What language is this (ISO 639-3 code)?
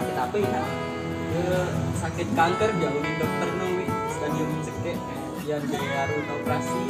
sas